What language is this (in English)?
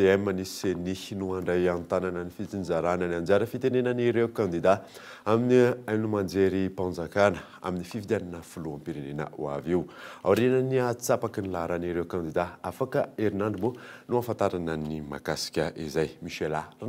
Malagasy